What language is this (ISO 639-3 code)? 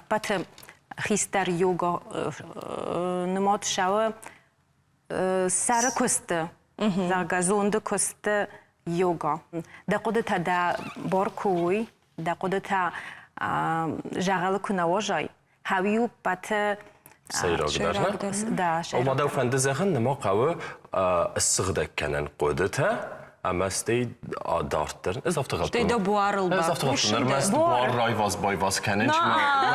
oss